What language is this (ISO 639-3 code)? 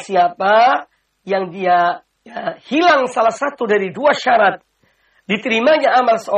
ind